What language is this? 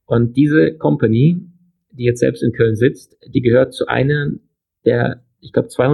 German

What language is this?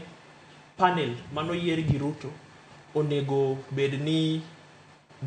Luo (Kenya and Tanzania)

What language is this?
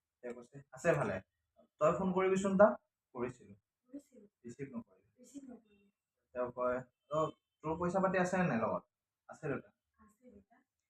Assamese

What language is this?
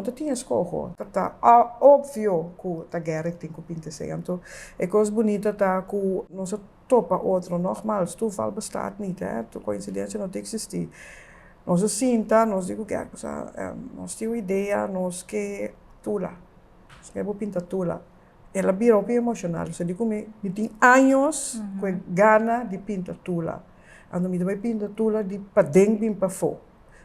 Papiamento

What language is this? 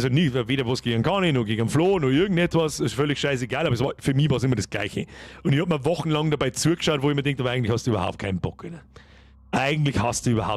Bavarian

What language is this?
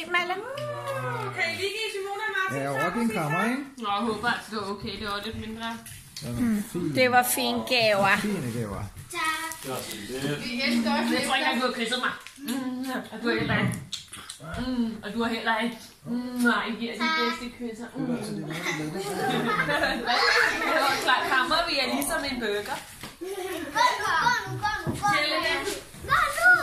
Danish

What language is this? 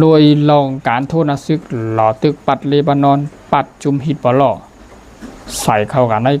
Shan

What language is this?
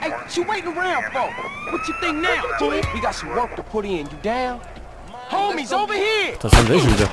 Bavarian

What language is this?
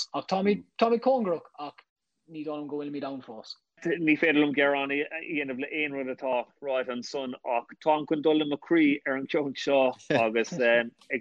Irish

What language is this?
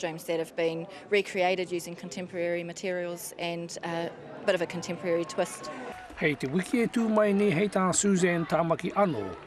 Māori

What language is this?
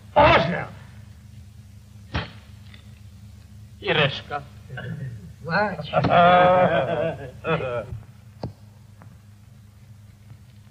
Polish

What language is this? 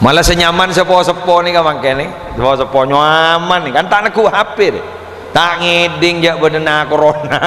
Madurese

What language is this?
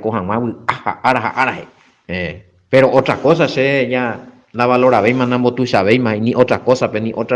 Guarani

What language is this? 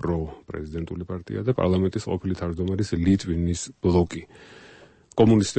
Georgian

